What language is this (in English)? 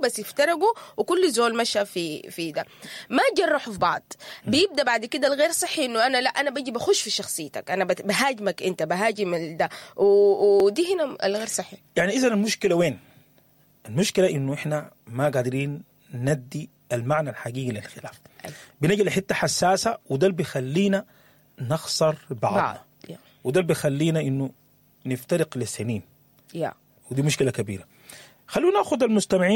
Sudanese Arabic